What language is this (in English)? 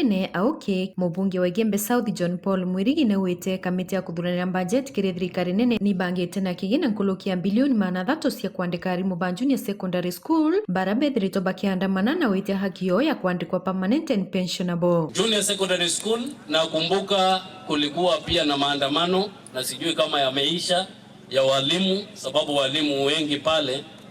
Meru